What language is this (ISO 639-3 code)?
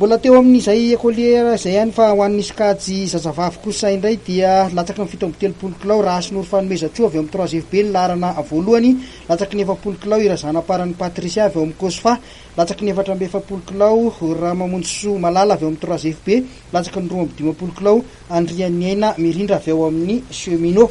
mlg